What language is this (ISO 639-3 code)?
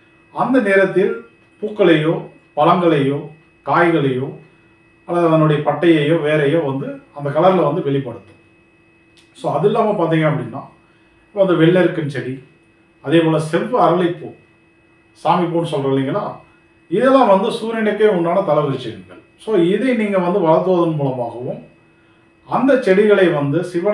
tam